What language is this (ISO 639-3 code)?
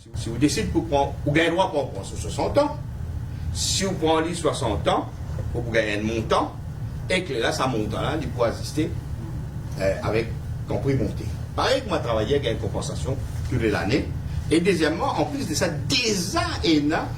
mfe